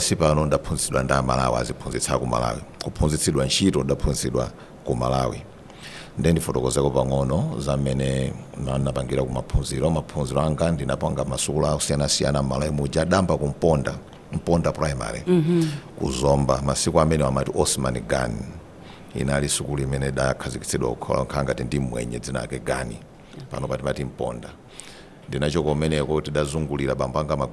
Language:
Nyanja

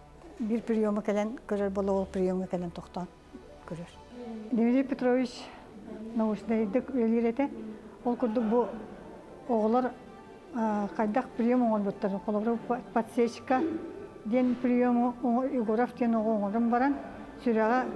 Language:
Yakut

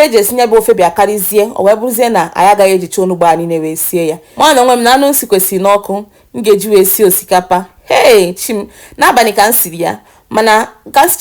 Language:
Igbo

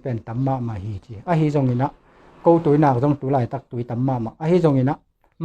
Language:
Tedim Chin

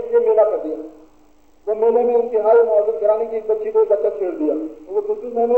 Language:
Urdu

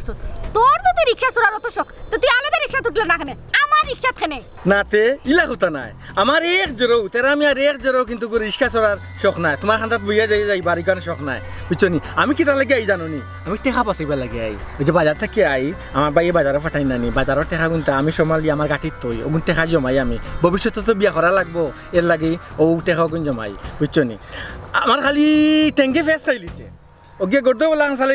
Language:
Sylheti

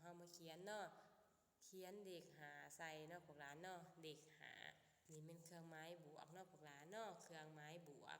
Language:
Lao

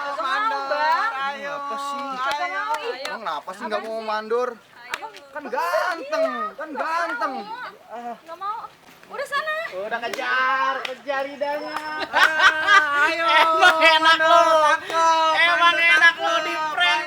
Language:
Betawi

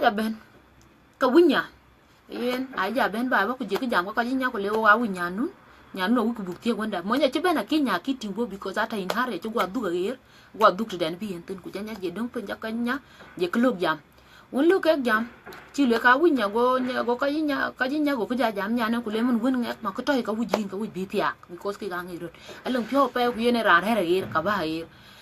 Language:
Dinka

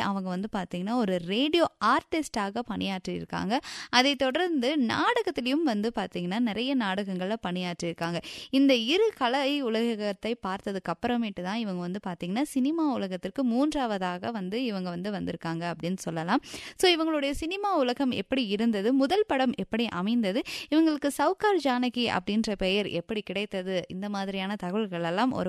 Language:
Tamil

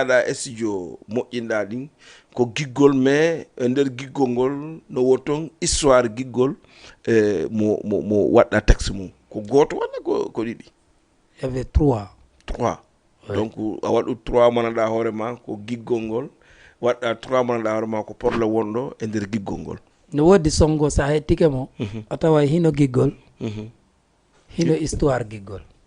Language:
Fula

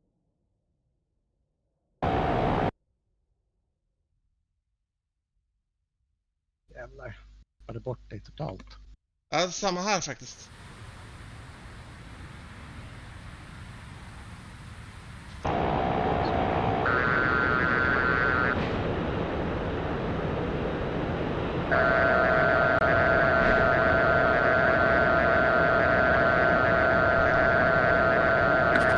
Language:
Swedish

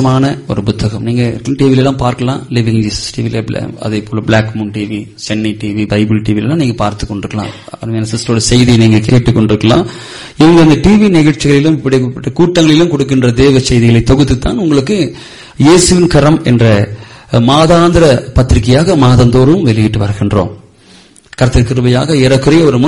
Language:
Tamil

